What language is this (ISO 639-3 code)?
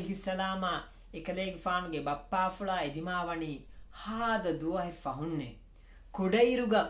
div